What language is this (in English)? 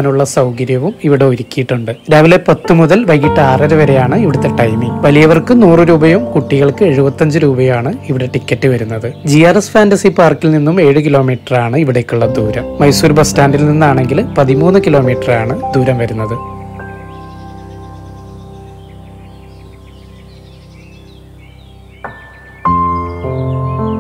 Malayalam